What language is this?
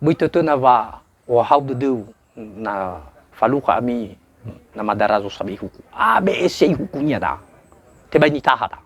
Nias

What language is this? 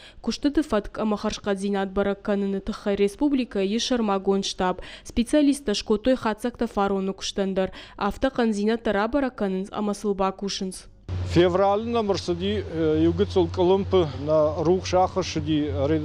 Ossetic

